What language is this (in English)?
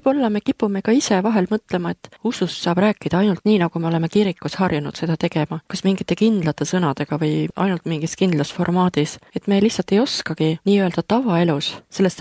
Estonian